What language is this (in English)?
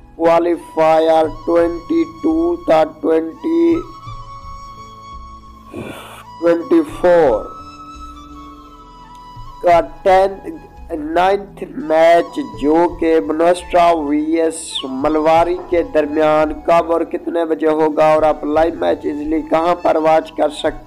Urdu